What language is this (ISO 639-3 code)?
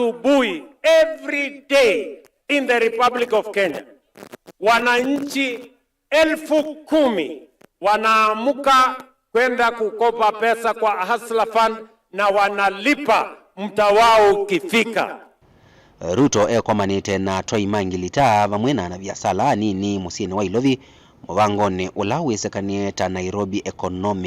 kam